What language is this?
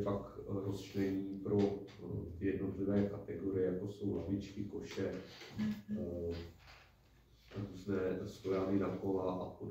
Czech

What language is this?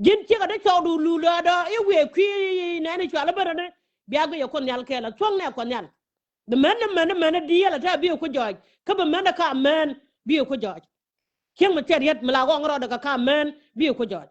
Nuer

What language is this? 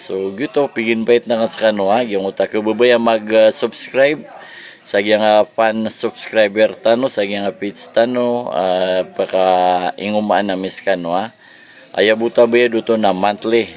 Maranao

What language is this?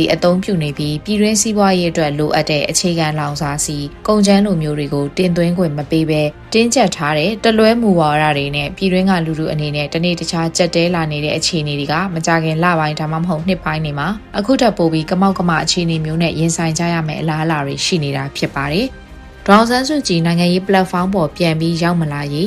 Burmese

